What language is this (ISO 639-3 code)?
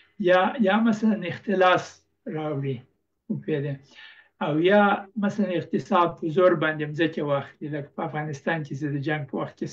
pus